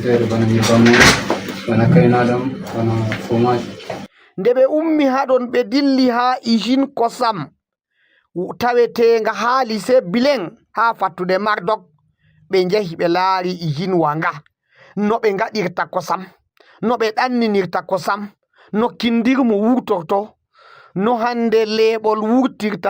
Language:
Fula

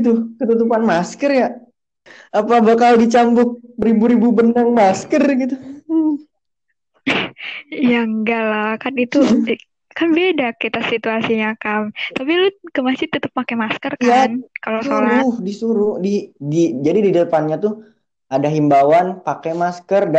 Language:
Indonesian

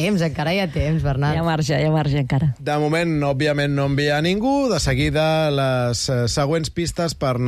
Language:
Catalan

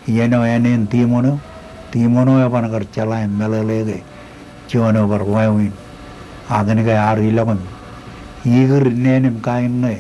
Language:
Marshallese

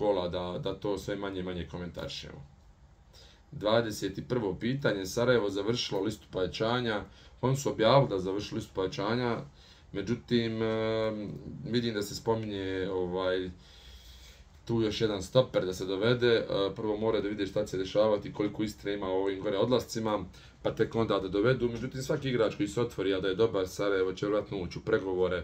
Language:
Bosnian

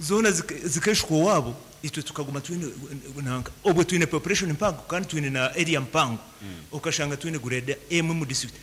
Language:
Nyankole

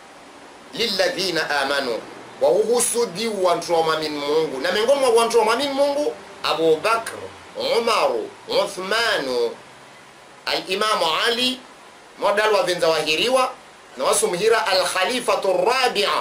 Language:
Swahili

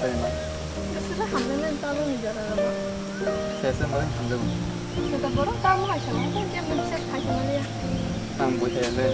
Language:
Kok Borok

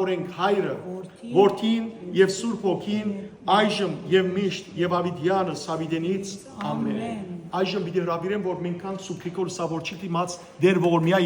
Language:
Western Armenian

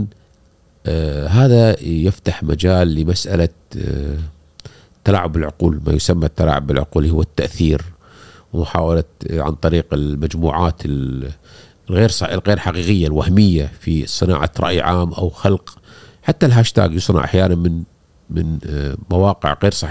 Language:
Gulf Arabic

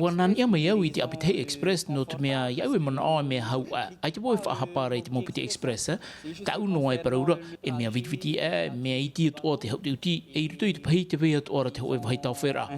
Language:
Tahitian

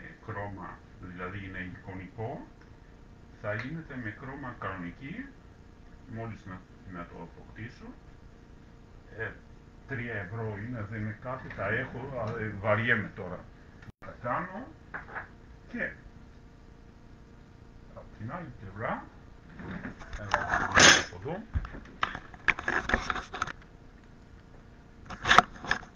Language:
Greek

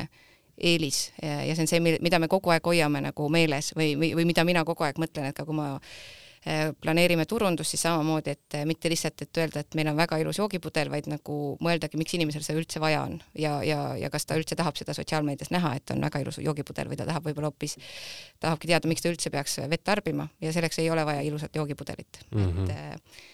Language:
Estonian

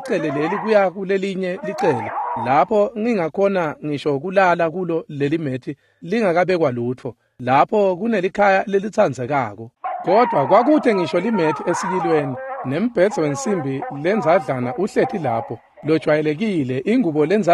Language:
Swati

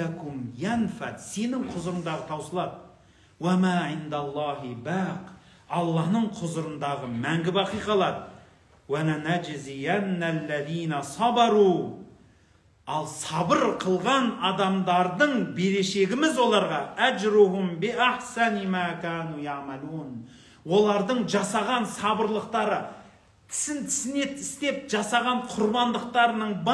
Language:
Kazakh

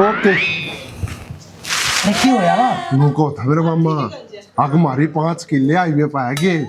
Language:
Haryanvi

